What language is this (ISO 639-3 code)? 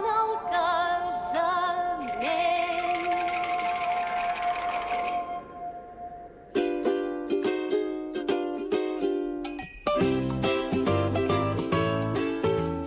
cat